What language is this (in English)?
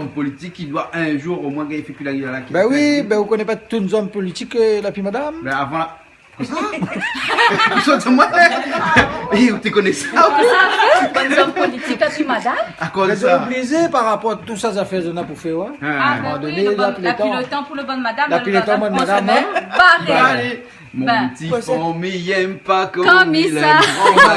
Réunion Creole French